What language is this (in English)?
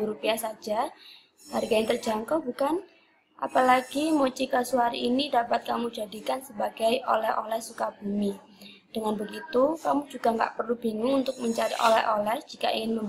Indonesian